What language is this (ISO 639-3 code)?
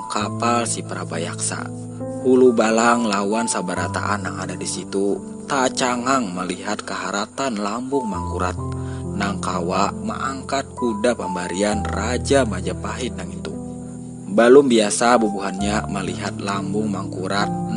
bjn